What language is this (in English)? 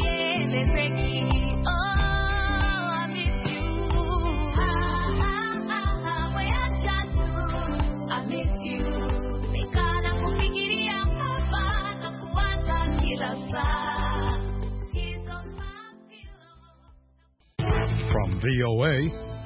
Swahili